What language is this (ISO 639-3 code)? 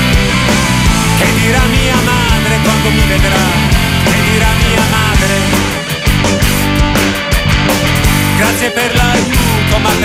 ita